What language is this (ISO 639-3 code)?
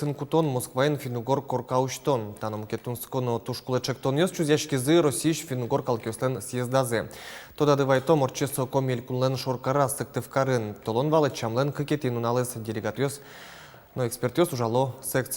udm